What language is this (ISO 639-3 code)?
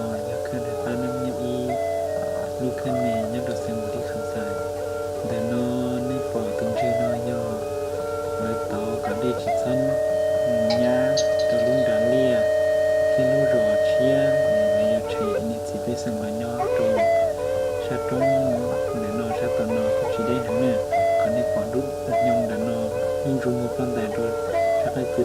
hmn